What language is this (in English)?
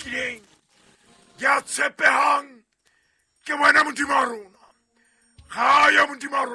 Southern Sotho